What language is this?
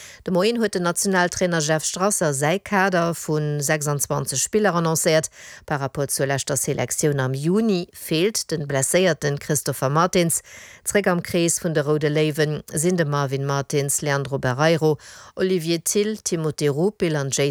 Luxembourgish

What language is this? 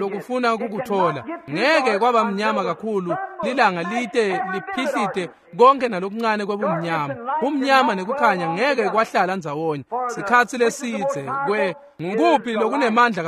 Swati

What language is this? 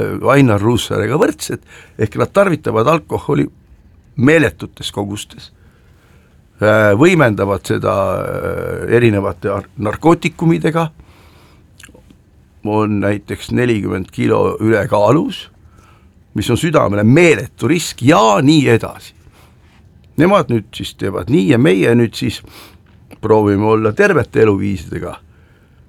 Estonian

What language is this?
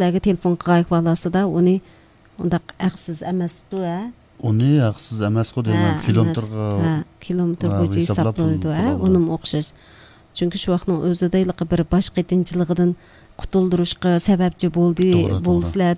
Uyghur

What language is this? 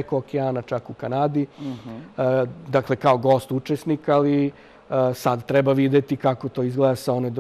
Serbian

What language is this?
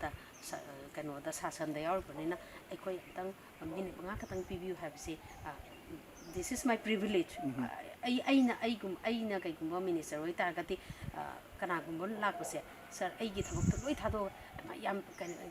Manipuri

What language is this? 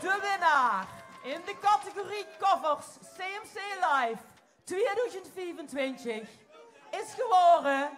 Limburgish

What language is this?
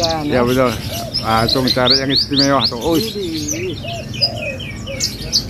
Indonesian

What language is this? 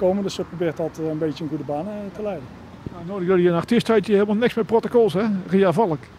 Dutch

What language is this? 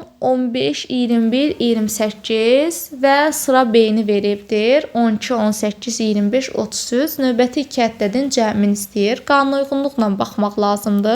Azerbaijani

